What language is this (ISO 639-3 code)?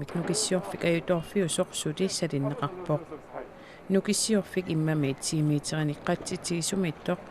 kal